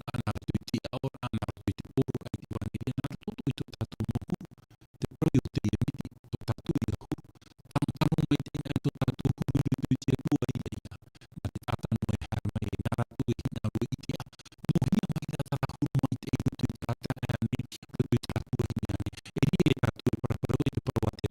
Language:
Tahitian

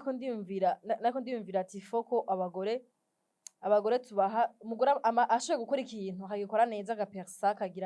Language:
Rundi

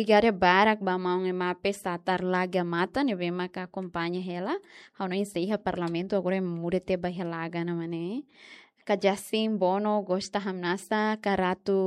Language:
Tetum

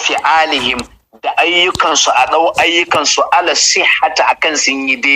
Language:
Hausa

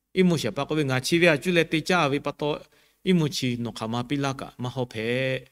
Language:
Lahu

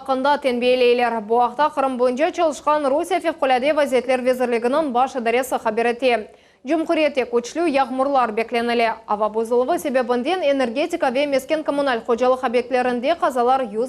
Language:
Crimean Tatar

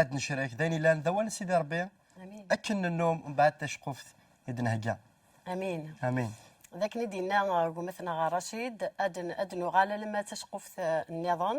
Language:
Kabyle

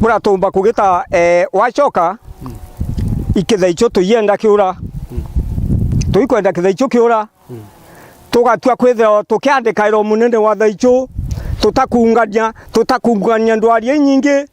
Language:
Meru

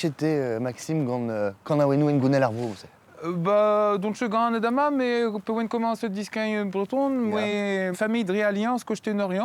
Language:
Breton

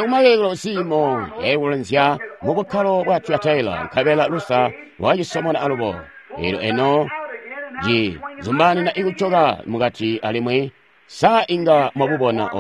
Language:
Tonga (Zambia)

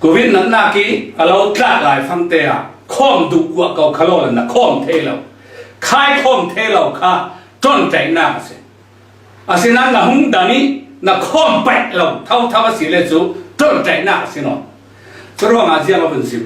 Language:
Falam Chin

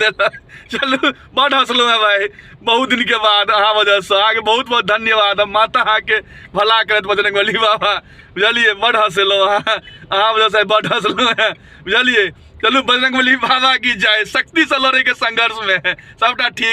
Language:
Maithili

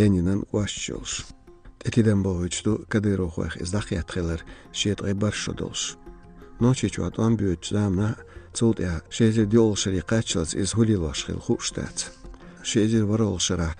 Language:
Chechen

